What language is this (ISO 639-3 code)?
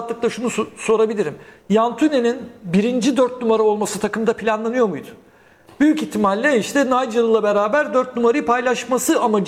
tur